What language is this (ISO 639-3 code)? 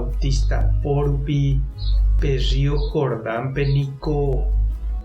grn